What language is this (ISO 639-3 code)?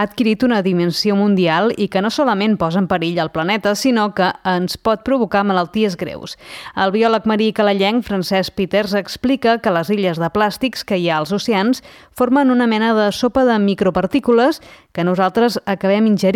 cat